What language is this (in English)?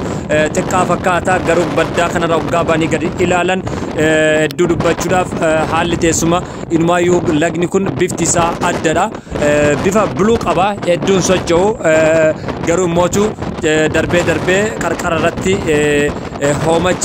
Oromo